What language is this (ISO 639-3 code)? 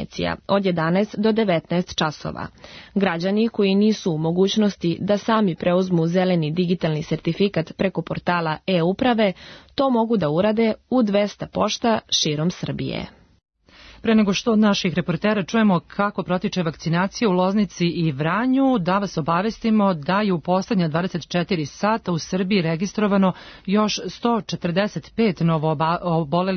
srp